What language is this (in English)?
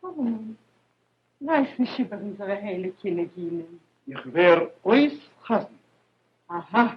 Yiddish